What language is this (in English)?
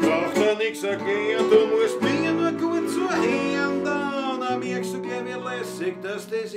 Bavarian